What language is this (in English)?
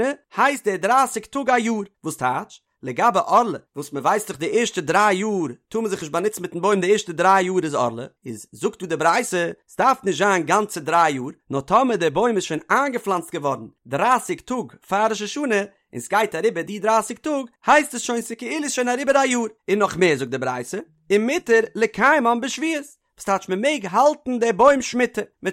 Yiddish